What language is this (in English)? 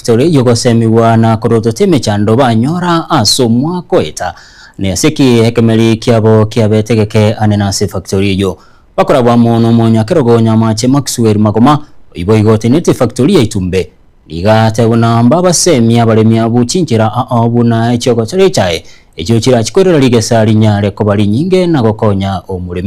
Gusii